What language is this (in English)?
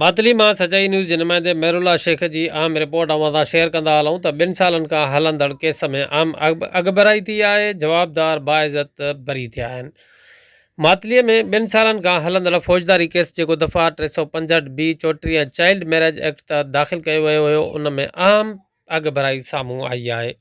Sindhi